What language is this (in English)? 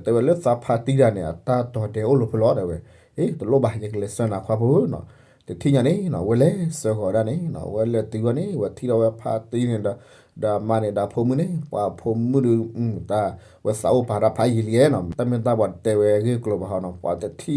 S'gaw Karen